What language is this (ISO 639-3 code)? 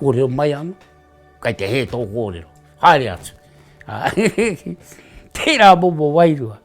mri